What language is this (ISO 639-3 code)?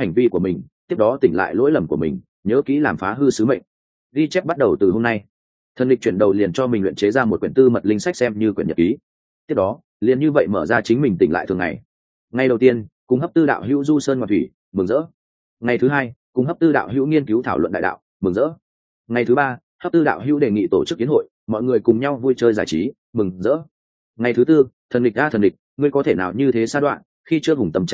vie